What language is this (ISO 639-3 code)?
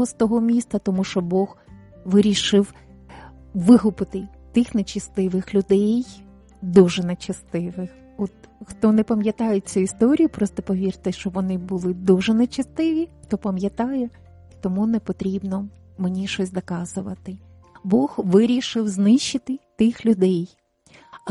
ukr